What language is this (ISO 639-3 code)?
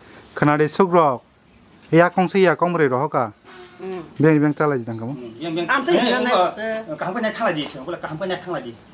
trp